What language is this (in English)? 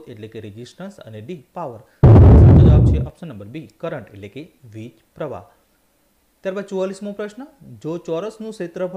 Gujarati